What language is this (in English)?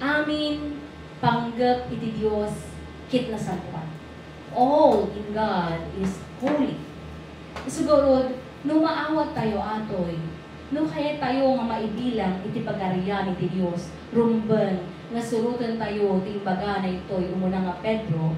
Iloko